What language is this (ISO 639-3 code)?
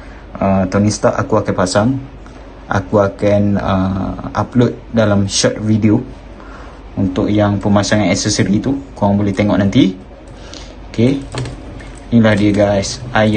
msa